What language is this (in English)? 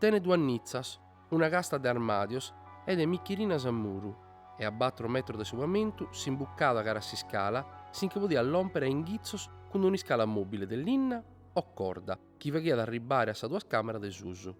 Sardinian